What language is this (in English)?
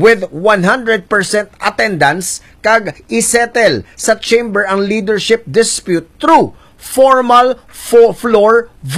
Hiligaynon